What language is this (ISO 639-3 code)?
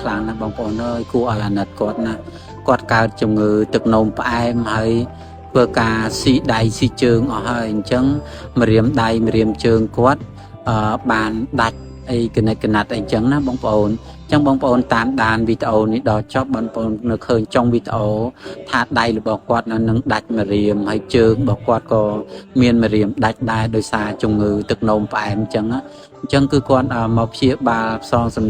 khm